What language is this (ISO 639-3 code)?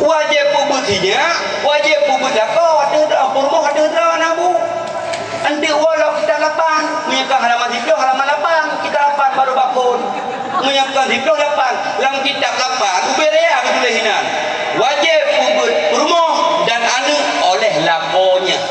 ace